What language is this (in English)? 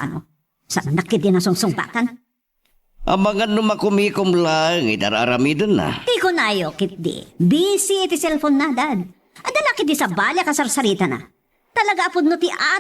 Iloko